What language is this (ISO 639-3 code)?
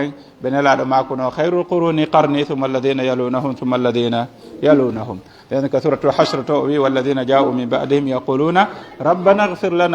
fuf